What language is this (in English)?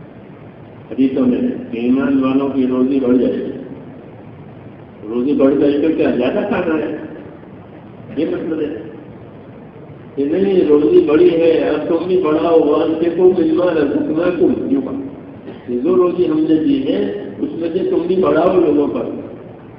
Urdu